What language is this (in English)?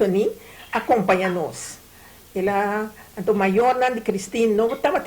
Papiamento